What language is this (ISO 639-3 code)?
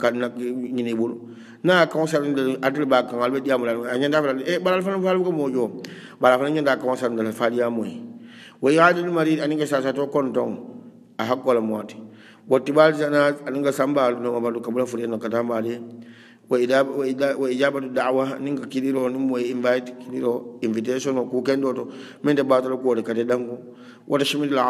hau